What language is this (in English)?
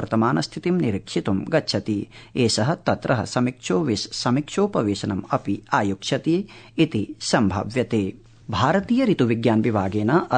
Sanskrit